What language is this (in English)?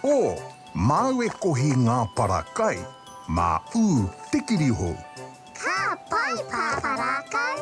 Māori